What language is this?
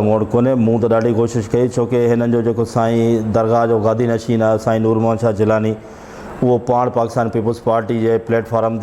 Sindhi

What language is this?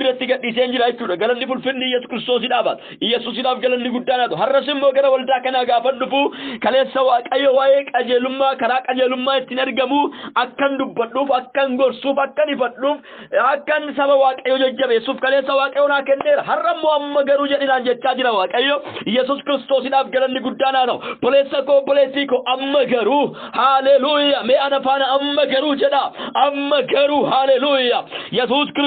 Oromo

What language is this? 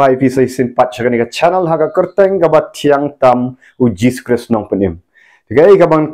Khasi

